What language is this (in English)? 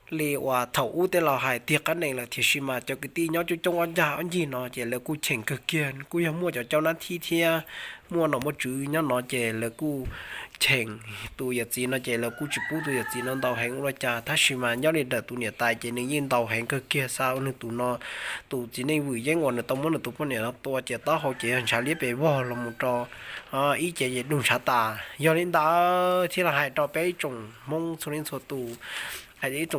Hmong